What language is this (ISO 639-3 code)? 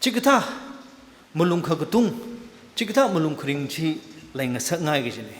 nmf